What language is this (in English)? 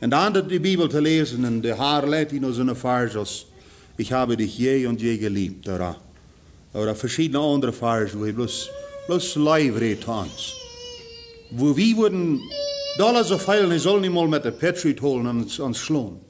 Plautdietsch